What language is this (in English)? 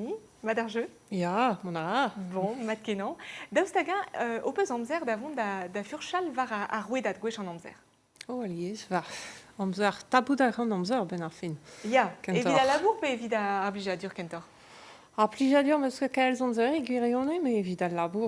Breton